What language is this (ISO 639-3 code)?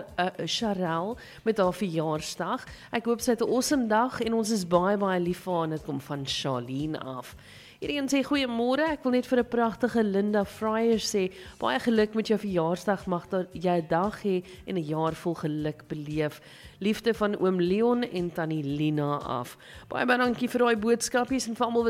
afr